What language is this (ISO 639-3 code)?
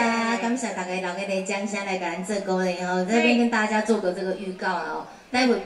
nan